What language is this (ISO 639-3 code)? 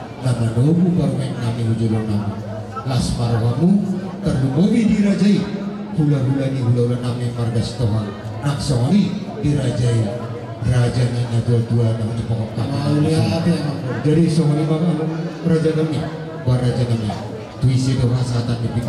bbc